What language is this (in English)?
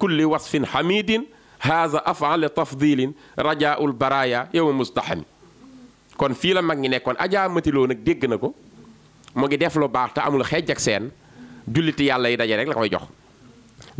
Wolof